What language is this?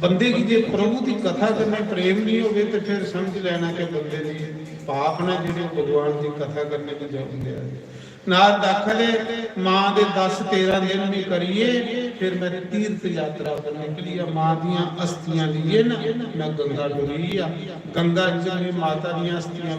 Dogri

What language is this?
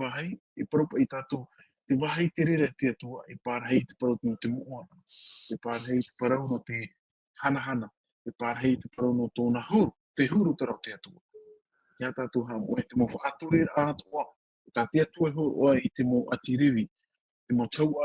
Tahitian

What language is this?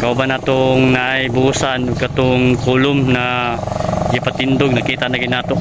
Cebuano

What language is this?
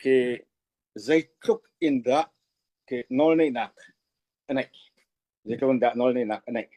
Hakha Chin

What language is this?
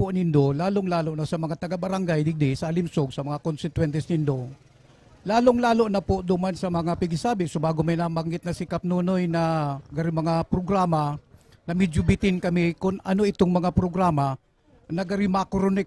Bikol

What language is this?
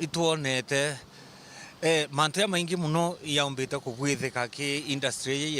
Meru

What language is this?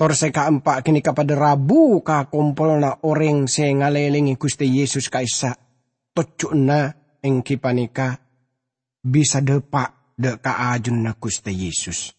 Madurese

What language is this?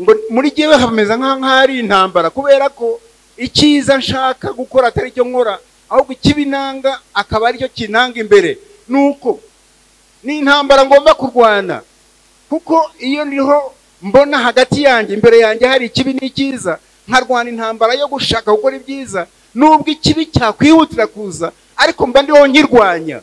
Kinyarwanda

